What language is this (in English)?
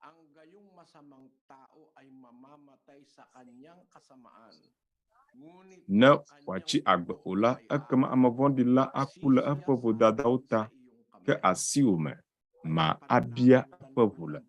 Ewe